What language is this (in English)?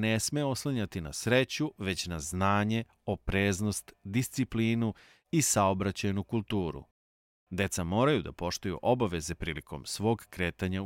Serbian